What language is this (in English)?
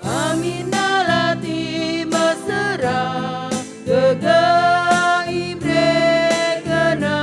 Batak Karo